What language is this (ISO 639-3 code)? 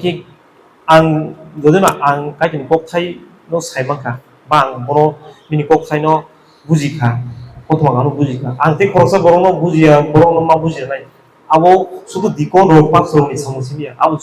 trp